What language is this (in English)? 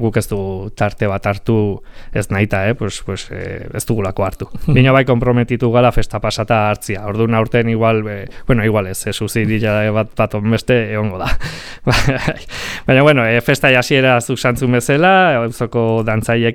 Basque